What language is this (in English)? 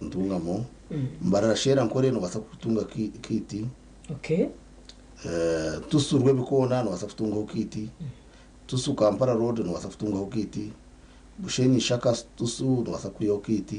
Nyankole